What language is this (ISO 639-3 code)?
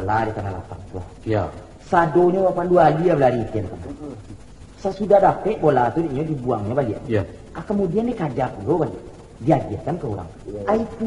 min